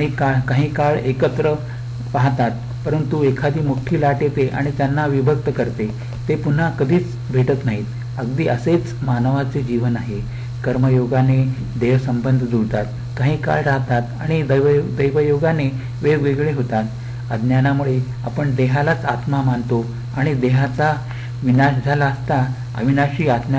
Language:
Marathi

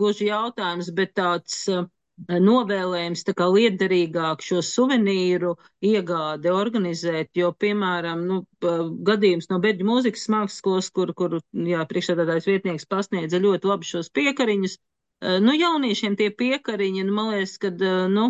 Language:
Latvian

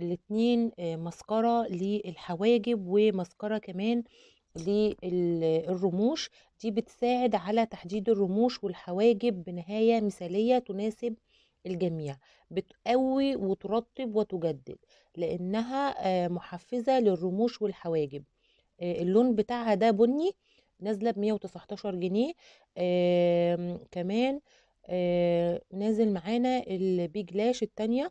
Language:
Egyptian Arabic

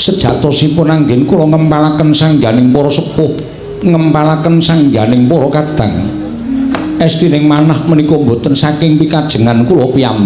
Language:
Javanese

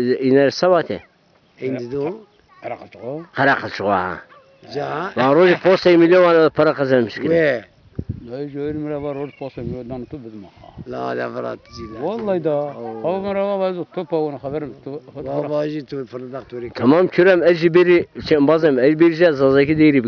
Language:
Zaza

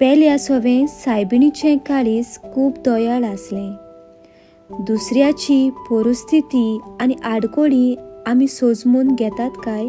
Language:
Konkani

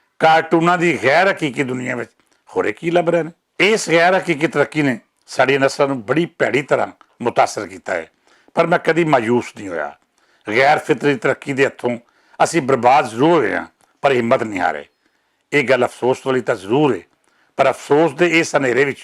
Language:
Western Panjabi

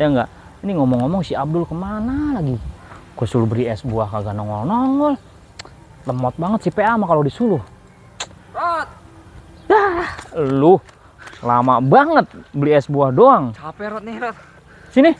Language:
Betawi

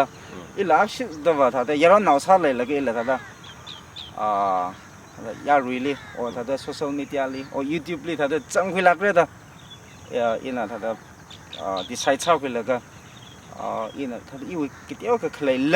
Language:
Tangkhul Naga (India)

